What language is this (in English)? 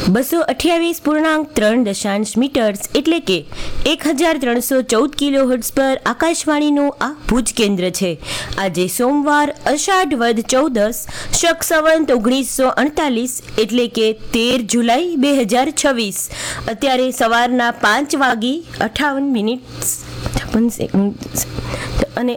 Gujarati